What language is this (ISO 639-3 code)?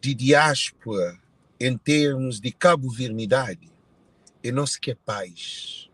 kea